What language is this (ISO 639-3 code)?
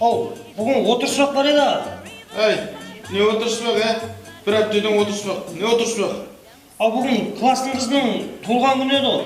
kaa